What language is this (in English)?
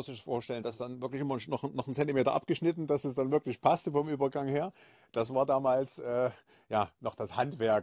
German